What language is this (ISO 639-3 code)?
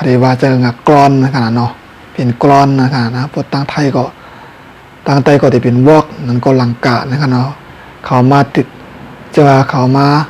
shn